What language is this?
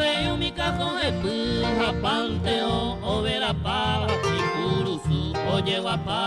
Guarani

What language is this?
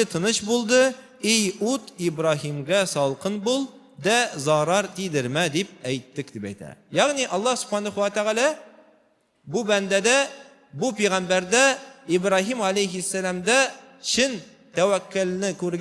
Tatar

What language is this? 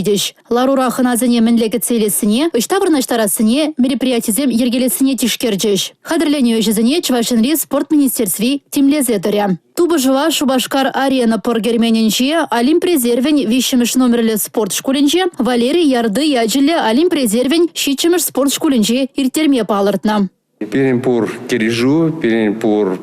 Chuvash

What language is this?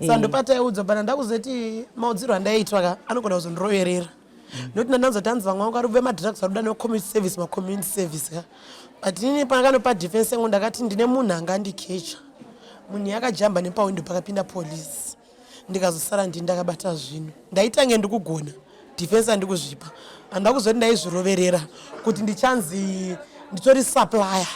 Shona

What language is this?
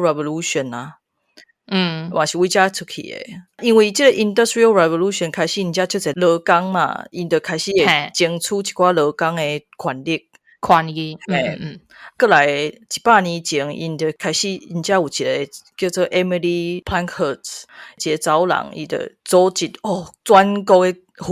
Min Nan Chinese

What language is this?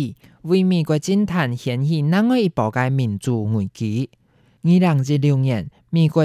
Hakka Chinese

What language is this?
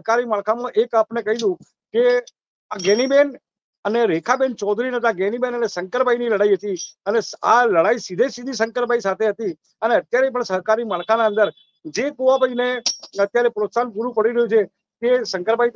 Gujarati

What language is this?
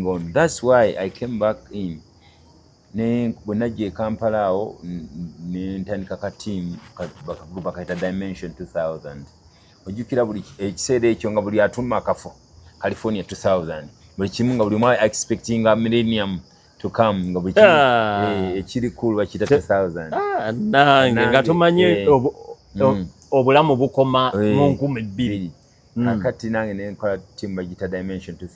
Ganda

